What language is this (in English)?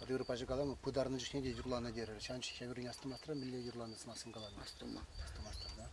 Chuvash